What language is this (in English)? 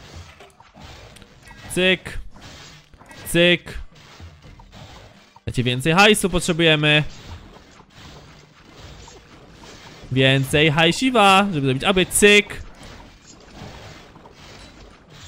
Polish